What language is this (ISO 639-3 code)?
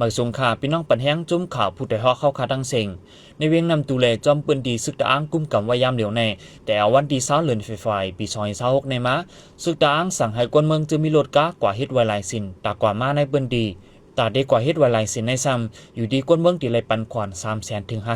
shn